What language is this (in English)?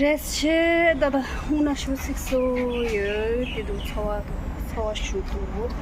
Tibetan